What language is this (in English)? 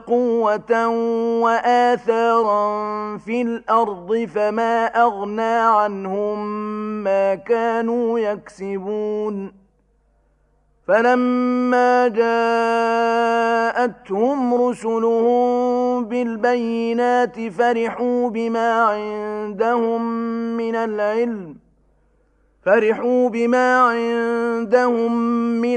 Arabic